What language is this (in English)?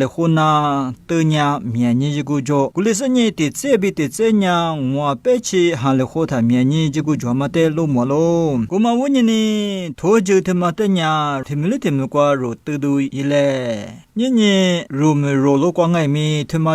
Lisu